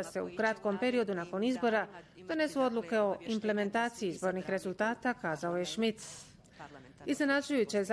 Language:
Bosnian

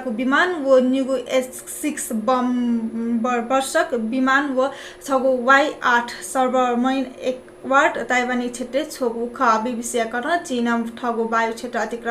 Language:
Newari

